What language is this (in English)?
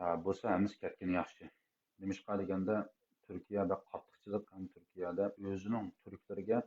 Uyghur